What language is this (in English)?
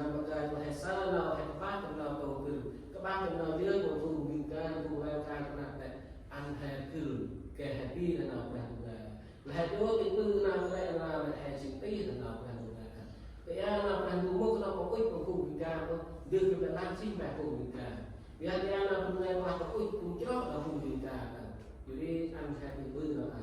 Central Mnong